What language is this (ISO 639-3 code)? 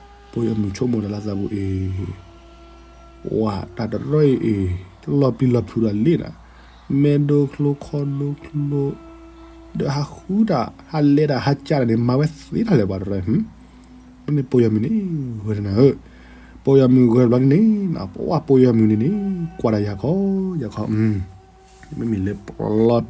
ksw